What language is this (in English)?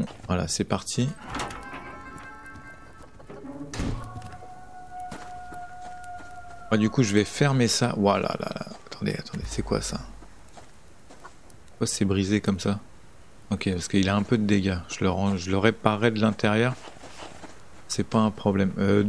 French